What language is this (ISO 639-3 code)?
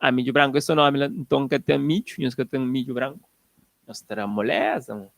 kea